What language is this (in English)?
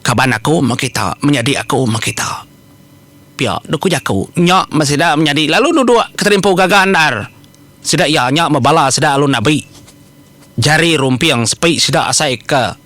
Iban